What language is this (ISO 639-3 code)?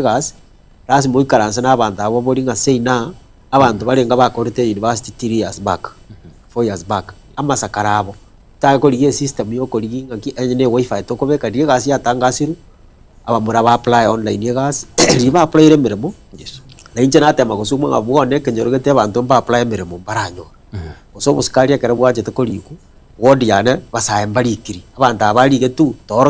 guz